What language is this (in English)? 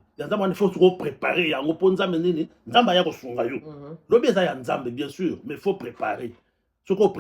Lingala